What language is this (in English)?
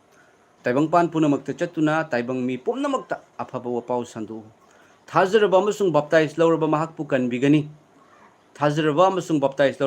Manipuri